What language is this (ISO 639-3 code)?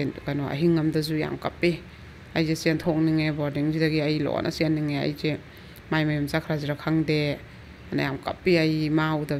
mni